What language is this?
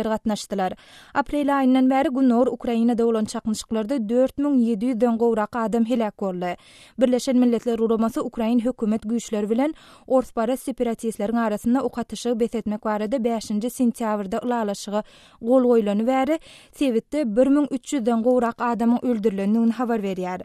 Turkmen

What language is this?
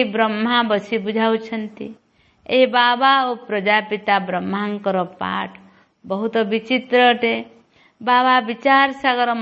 Odia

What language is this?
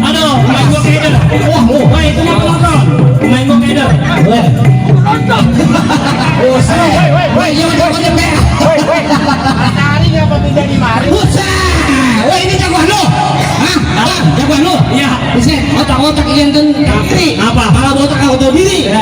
Betawi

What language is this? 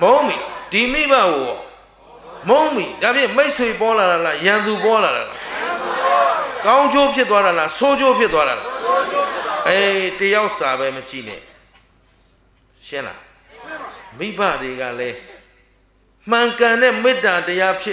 Burmese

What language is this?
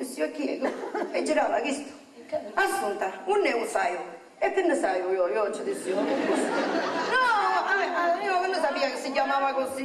Sicilian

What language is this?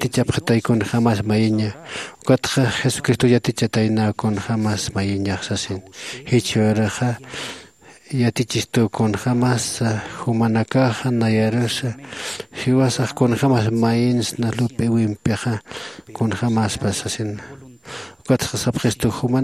Aymara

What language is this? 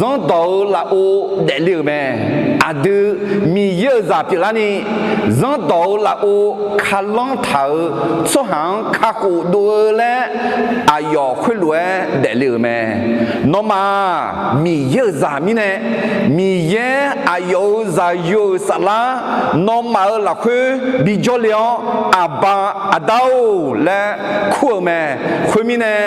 Akha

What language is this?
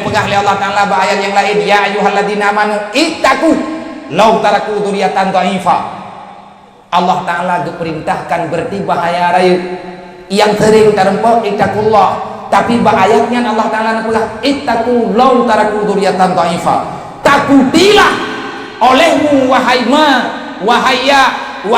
Achinese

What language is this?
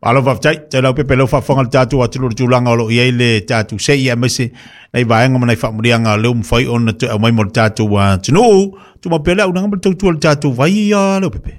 Samoan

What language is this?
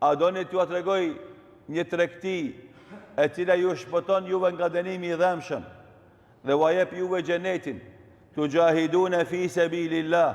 Albanian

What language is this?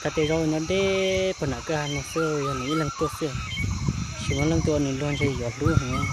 Hmong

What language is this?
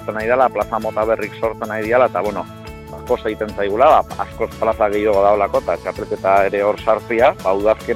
Basque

